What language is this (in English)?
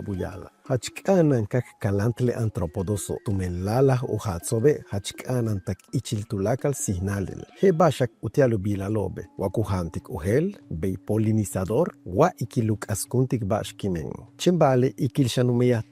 Yucateco